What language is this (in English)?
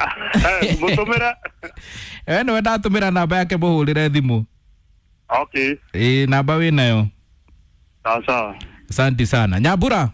Kikuyu